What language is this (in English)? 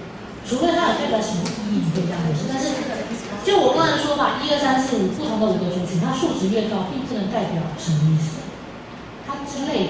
Chinese